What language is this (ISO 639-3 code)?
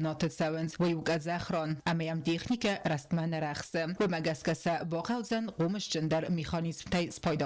oss